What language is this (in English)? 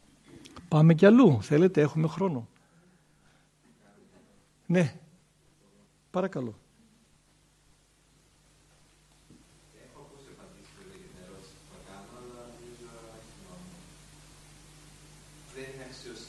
Greek